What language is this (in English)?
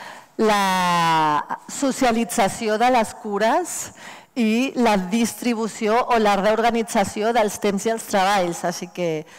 Catalan